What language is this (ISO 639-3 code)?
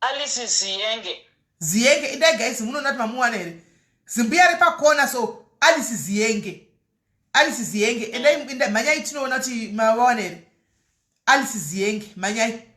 sna